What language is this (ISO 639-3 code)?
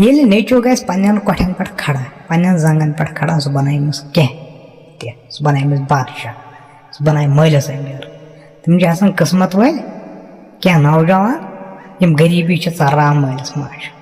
kas